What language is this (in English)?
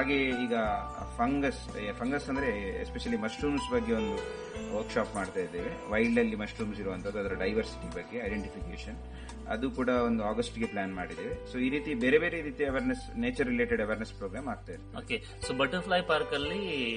Kannada